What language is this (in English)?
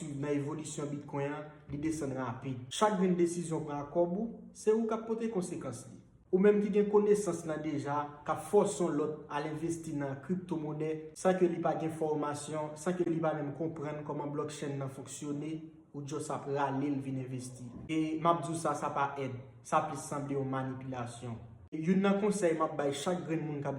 Haitian Creole